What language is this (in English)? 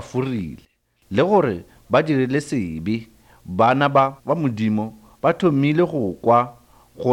Northern Sotho